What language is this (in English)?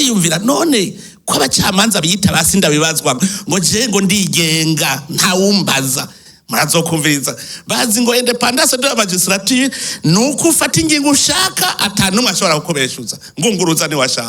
Rundi